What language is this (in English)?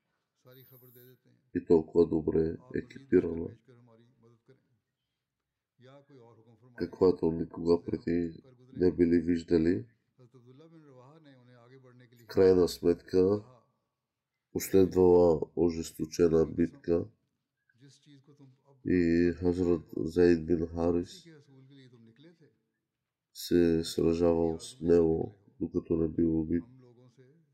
Bulgarian